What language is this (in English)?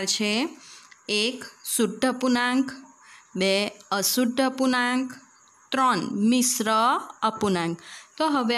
Gujarati